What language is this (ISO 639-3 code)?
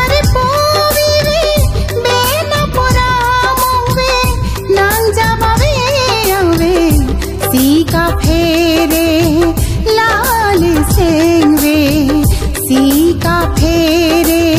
mjw